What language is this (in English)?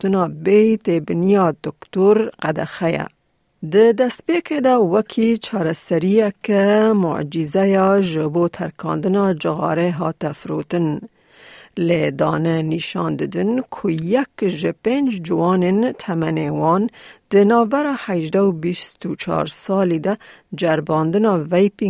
Kurdish